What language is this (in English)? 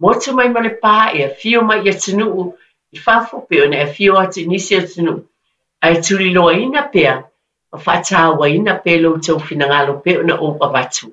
Samoan